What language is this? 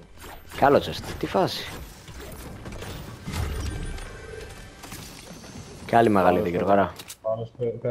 Greek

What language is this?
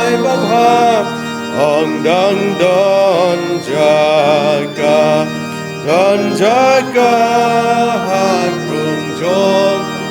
Khasi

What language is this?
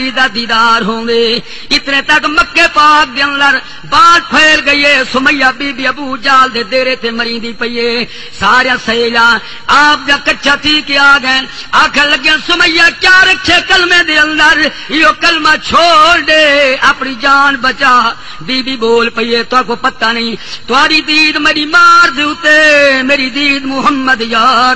Saraiki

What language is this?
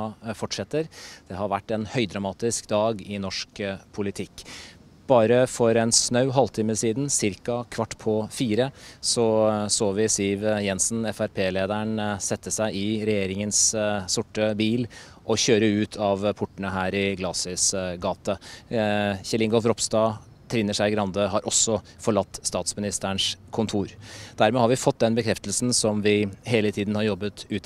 Norwegian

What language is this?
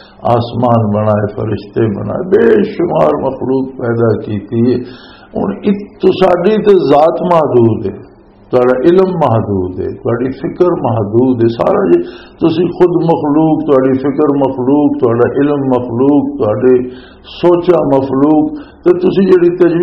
Western Panjabi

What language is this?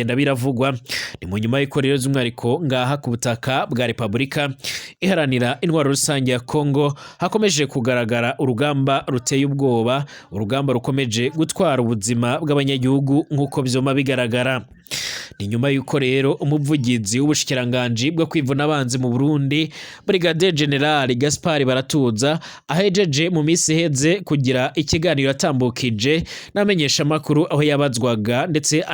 Rundi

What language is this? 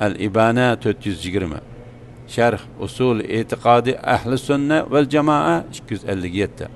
Uyghur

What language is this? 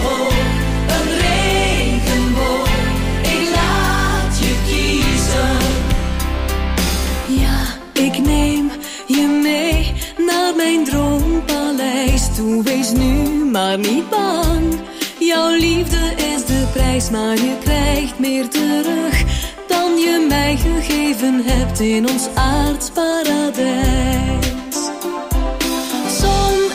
Dutch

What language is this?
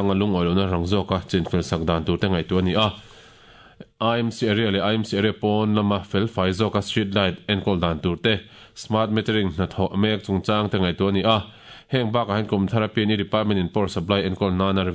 Mizo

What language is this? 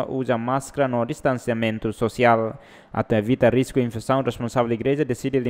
Tetum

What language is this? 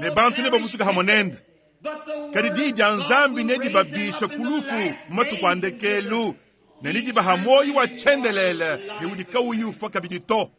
Luba-Lulua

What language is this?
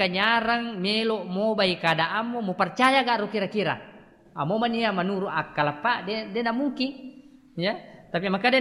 Buginese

